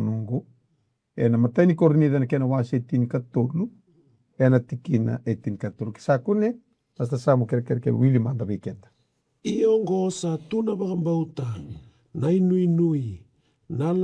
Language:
Fijian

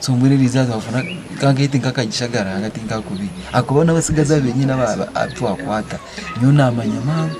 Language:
Nyankole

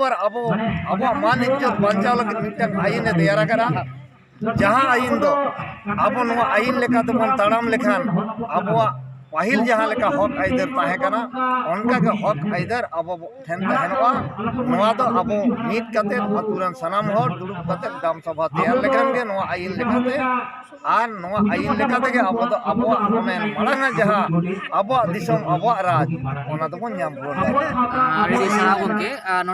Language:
Santali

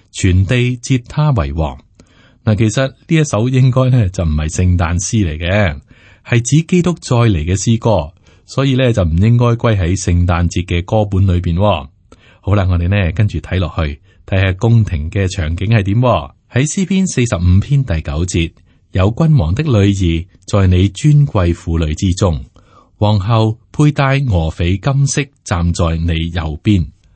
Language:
Cantonese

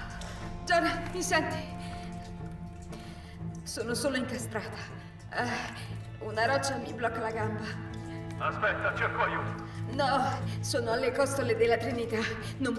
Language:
Italian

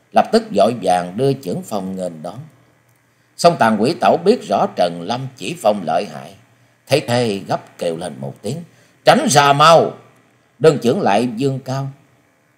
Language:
Vietnamese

